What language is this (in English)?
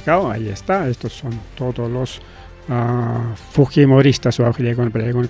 Ayacucho Quechua